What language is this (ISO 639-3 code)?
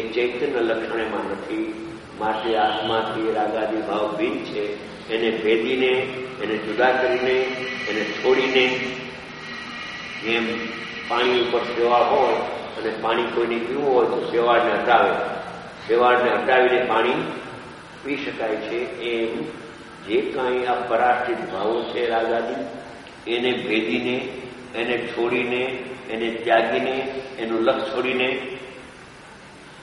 guj